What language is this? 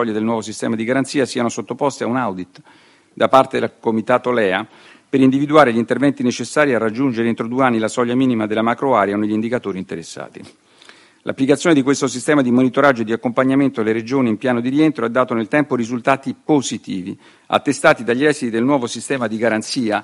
Italian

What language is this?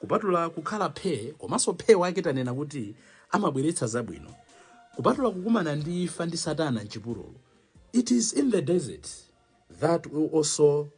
Nyanja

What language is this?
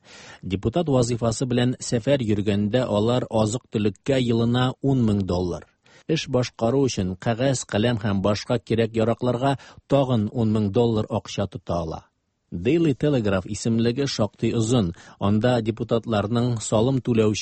Tatar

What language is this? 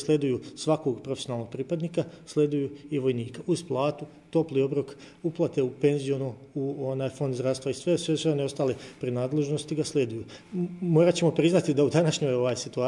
Bosnian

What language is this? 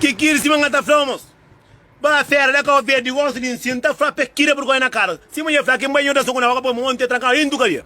Kabuverdianu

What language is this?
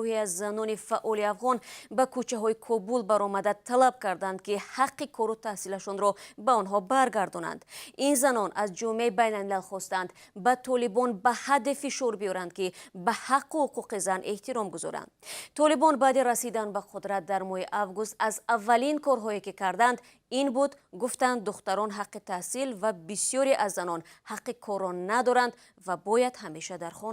Tajik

